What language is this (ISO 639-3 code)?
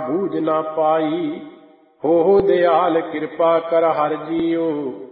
pan